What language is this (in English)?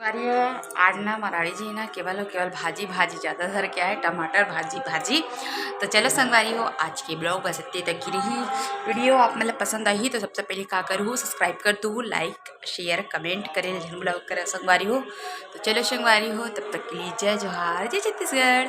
Chhattisgarhi